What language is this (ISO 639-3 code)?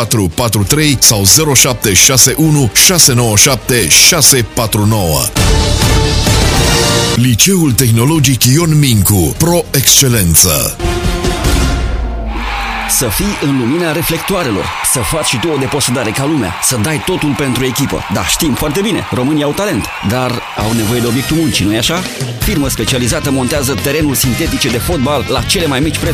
ron